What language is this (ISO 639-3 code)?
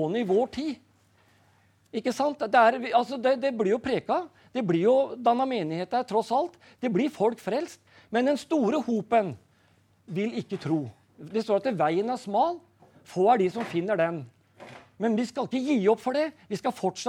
nor